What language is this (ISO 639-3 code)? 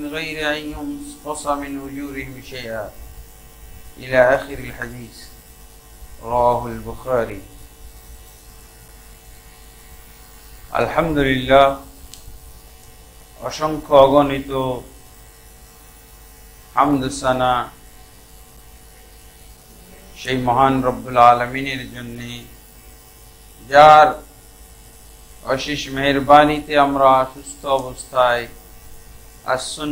ben